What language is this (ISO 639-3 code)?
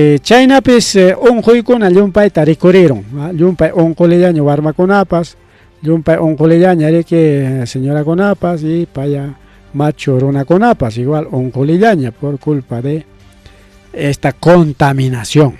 quy